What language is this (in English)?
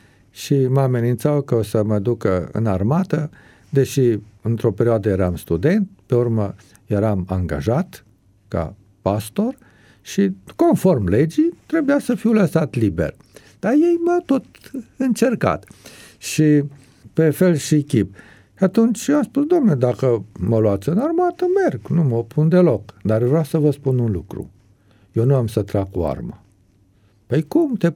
Romanian